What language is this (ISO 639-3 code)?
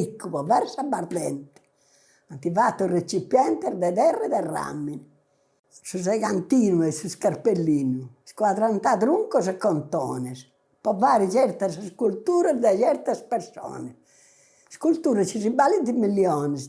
srd